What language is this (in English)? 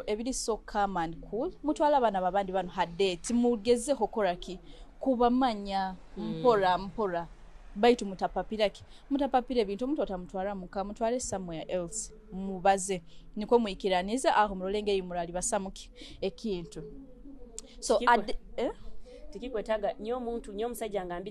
Nyoro